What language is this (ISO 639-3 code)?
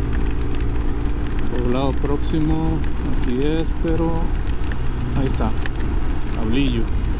spa